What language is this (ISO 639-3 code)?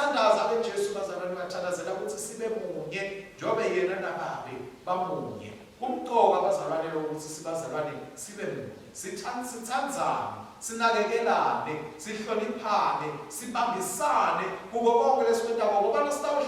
ssw